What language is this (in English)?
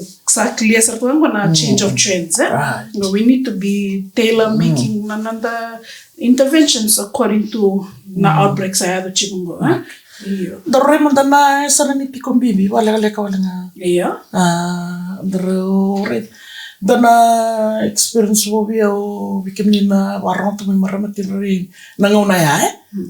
Fijian